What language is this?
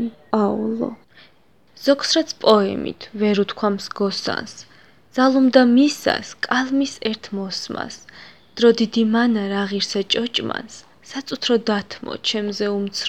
Georgian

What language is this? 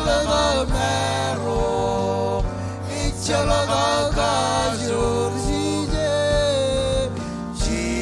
Marshallese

